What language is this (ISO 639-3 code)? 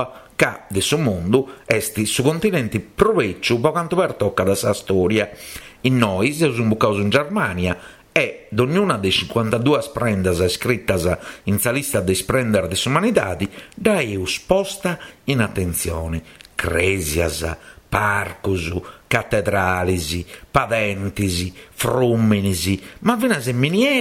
srd